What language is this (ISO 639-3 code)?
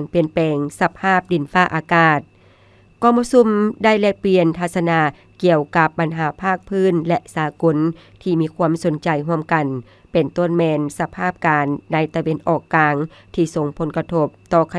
lao